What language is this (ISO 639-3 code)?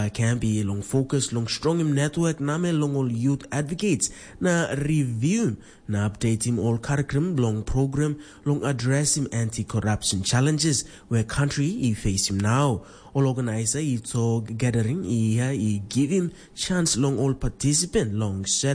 tpi